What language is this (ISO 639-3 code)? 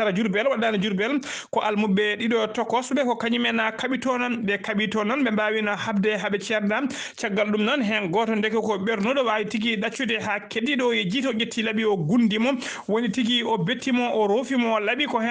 ful